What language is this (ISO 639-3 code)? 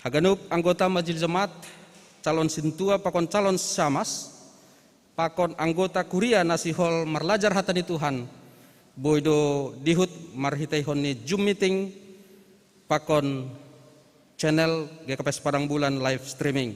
bts